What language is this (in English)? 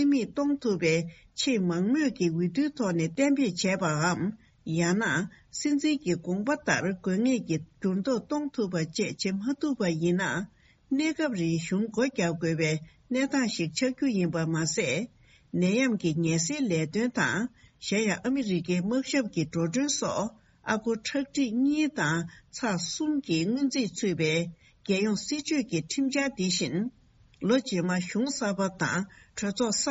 Tibetan